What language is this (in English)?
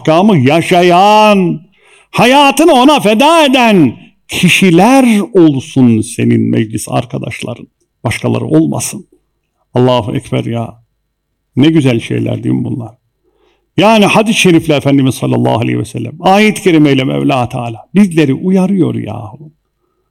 Turkish